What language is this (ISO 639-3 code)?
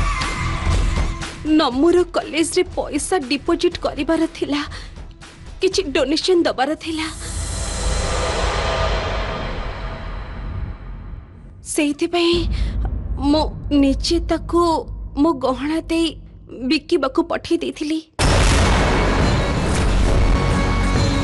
ori